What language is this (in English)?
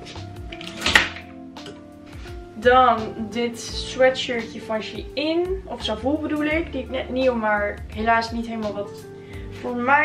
Dutch